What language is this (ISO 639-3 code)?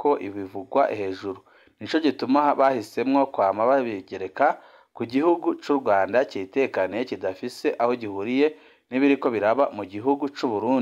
run